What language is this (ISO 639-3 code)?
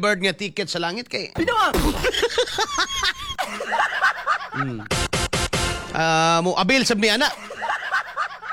ceb